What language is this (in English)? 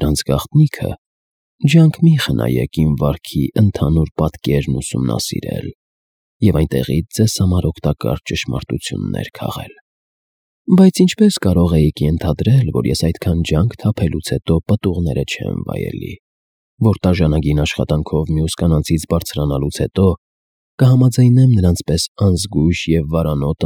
Armenian